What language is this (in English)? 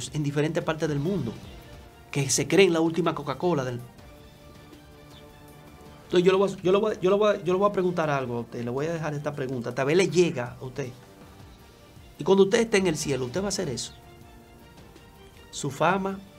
Spanish